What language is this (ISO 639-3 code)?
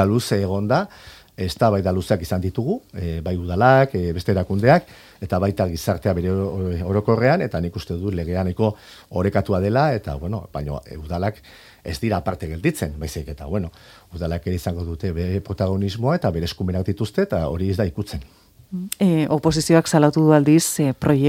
eus